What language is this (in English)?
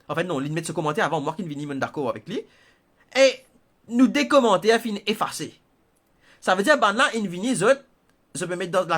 Morisyen